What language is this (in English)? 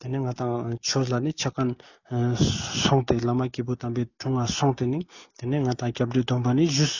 Ladakhi